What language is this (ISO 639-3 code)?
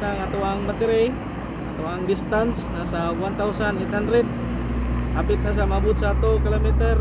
ceb